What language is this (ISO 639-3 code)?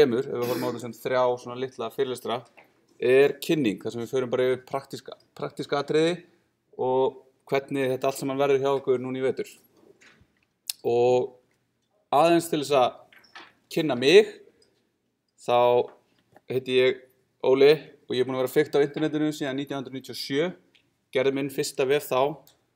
isl